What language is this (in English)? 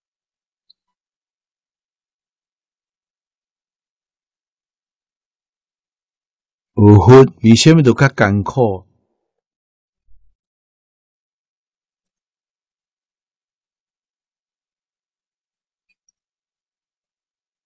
Chinese